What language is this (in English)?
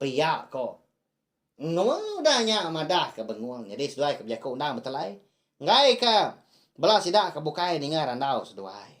Iban